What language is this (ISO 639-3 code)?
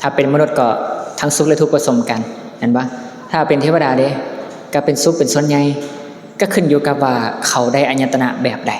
lao